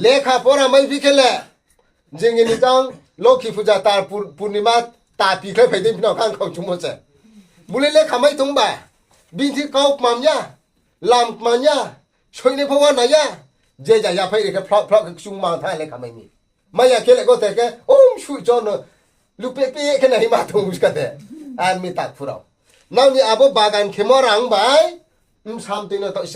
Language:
Riang (India)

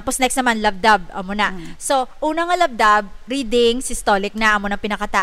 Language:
Hiligaynon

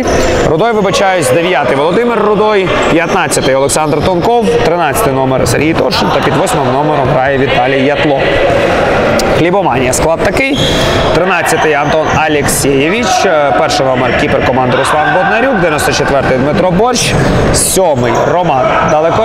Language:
Ukrainian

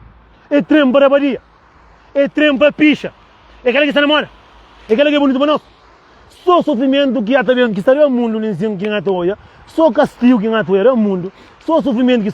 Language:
Kabuverdianu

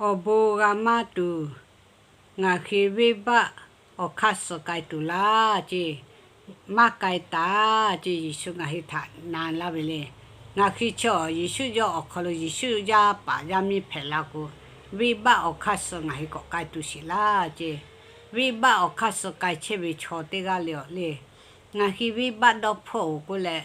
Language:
Lahu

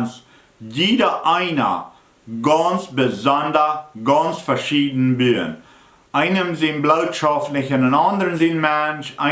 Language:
Plautdietsch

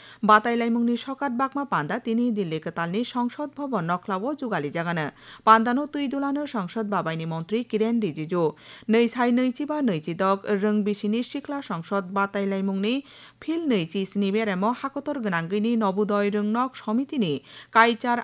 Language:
Kok Borok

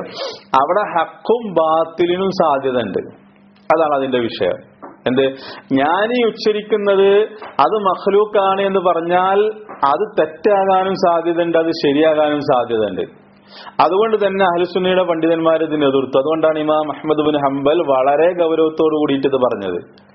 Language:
Malayalam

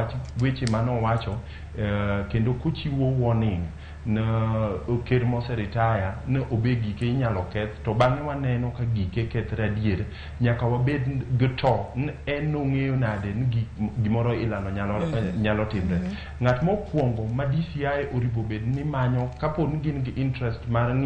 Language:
Luo (Kenya and Tanzania)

